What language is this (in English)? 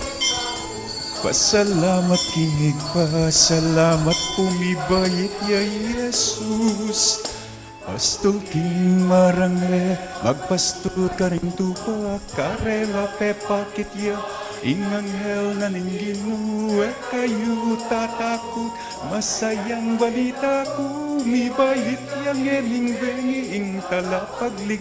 Pampanga